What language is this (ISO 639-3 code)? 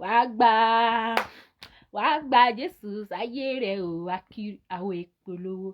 yor